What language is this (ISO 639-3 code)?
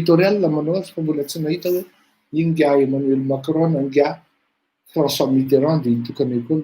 mlg